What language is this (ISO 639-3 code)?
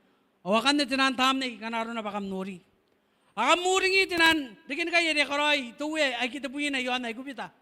gil